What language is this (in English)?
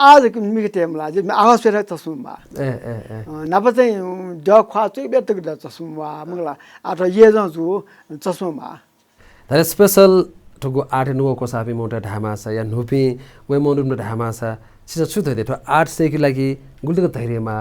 Newari